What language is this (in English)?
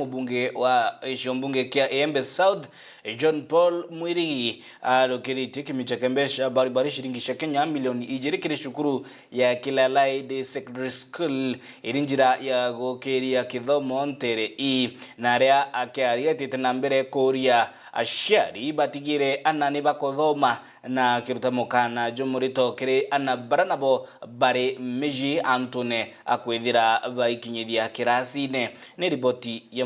Meru